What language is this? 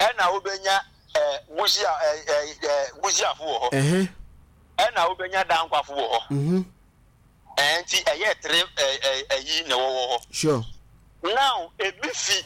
Akan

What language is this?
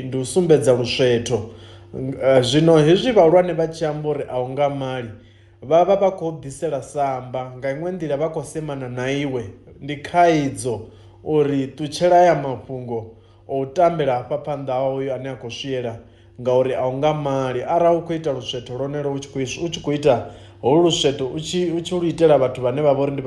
Venda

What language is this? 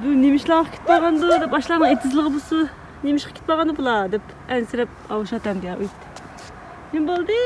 Uyghur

